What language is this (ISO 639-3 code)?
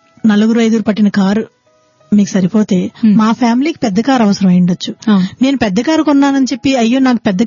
tel